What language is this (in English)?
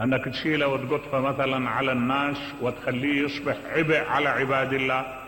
Mesopotamian Arabic